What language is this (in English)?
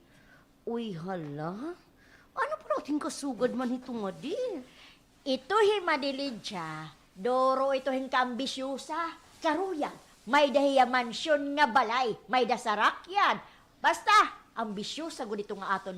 Waray